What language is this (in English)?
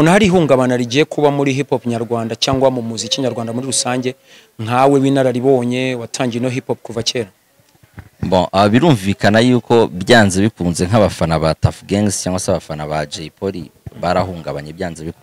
Kinyarwanda